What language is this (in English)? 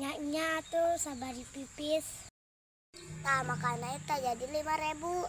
Sundanese